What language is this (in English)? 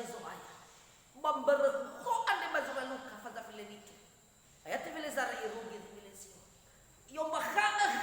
Nias